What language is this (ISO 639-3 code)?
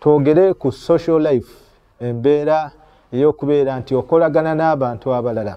lug